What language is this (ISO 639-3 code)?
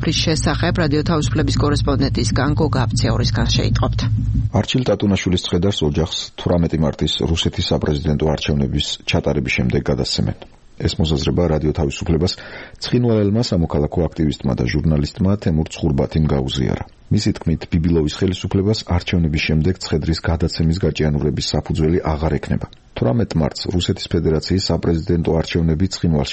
kat